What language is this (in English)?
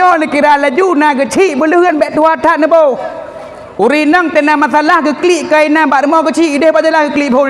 Achinese